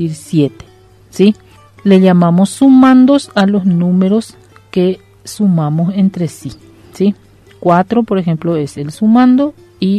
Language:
Spanish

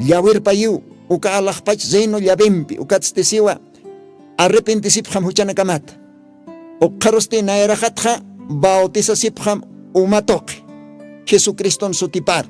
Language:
Aymara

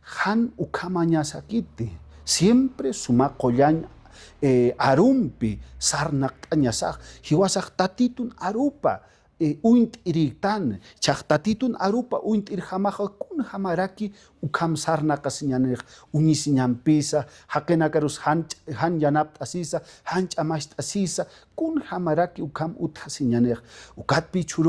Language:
Aymara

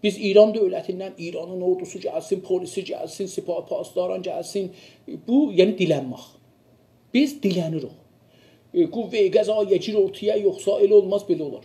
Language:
South Azerbaijani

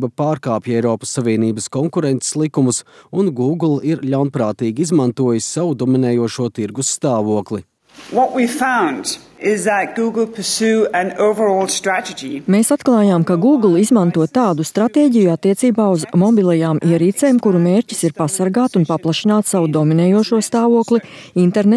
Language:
Latvian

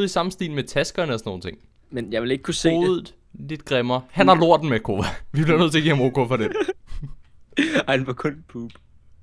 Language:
Danish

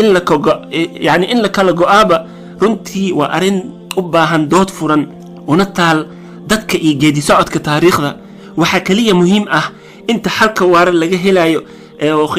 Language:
Somali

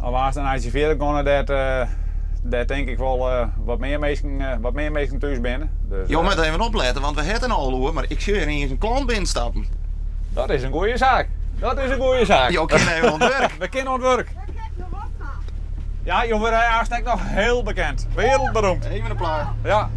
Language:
Western Frisian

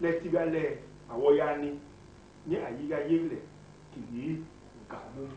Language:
Basaa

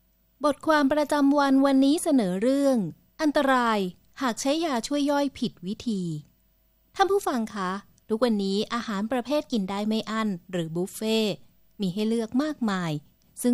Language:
Thai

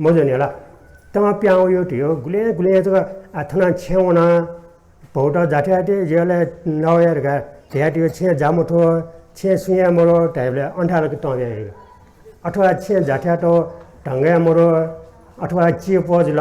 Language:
Newari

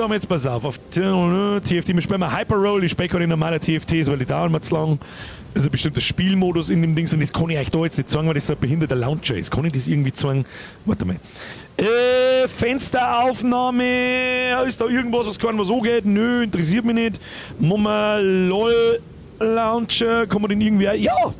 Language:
Bavarian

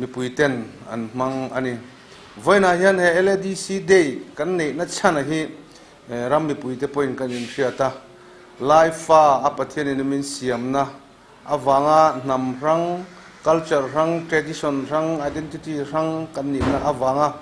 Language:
Mizo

